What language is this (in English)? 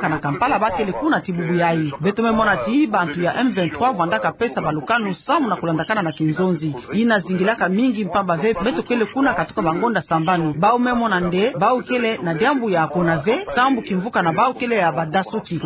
Kituba (Democratic Republic of Congo)